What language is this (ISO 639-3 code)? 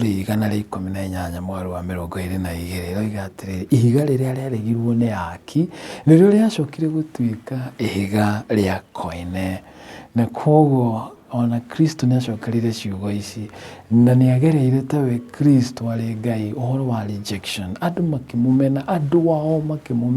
kik